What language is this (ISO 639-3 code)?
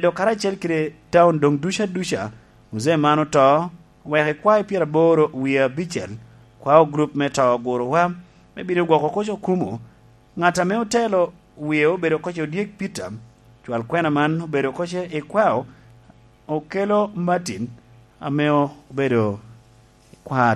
laj